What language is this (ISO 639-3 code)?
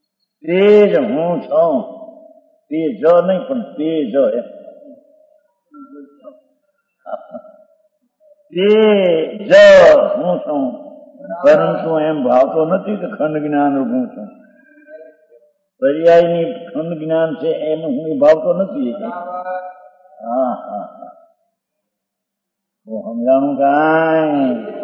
guj